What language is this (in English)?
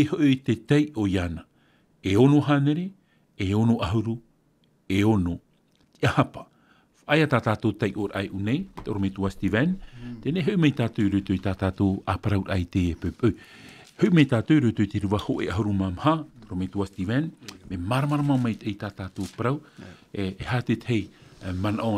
Tahitian